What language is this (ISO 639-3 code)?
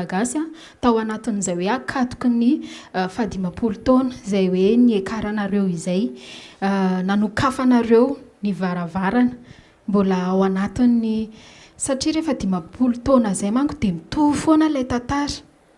mlg